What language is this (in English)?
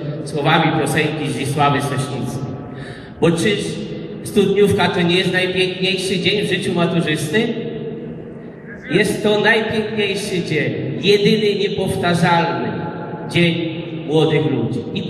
Polish